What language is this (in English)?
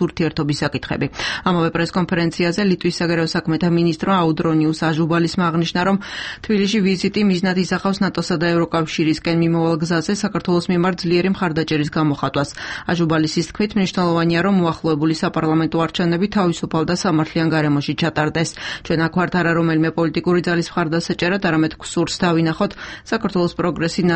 Georgian